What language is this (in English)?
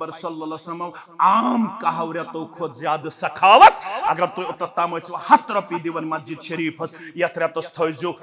Kashmiri